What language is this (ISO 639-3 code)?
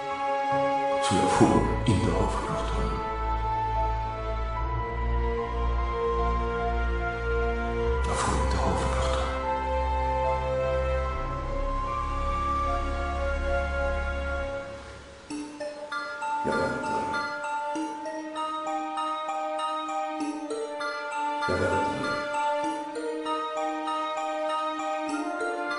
swe